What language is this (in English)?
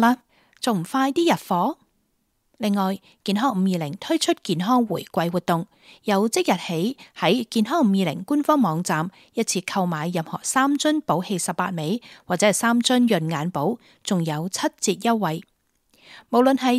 Cantonese